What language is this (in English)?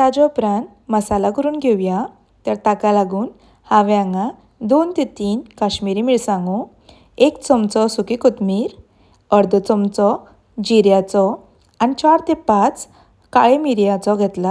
Konkani